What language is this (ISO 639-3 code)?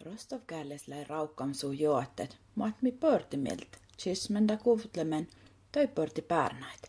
sms